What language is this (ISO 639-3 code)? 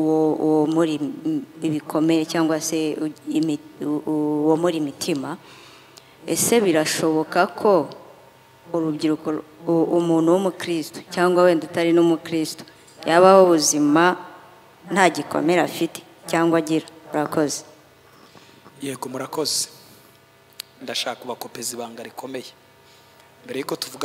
kin